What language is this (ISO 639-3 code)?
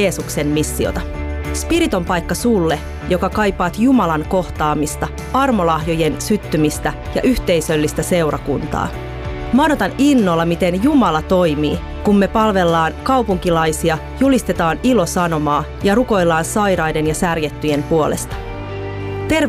fin